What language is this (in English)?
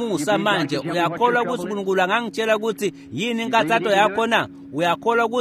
Swati